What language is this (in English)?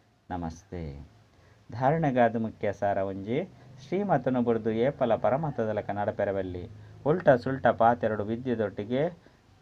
Tulu